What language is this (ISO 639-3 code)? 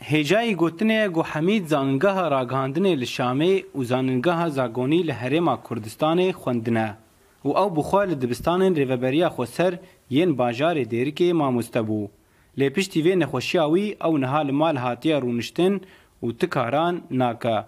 kur